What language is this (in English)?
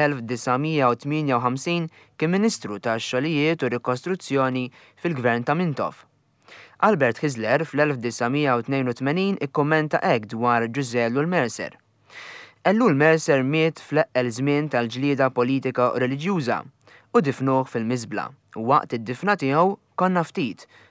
Maltese